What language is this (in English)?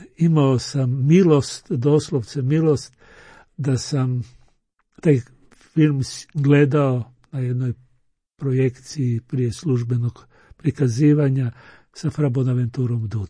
Croatian